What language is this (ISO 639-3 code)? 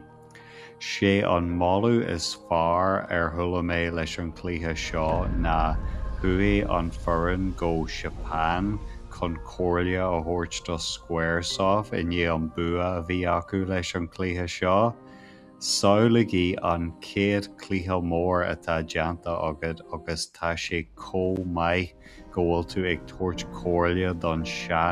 gle